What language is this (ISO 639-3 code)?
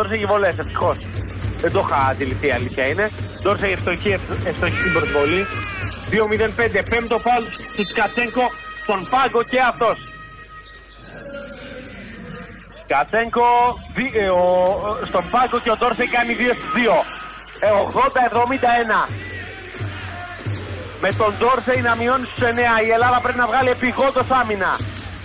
ell